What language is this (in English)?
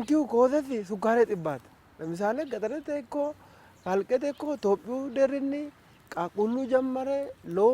Sidamo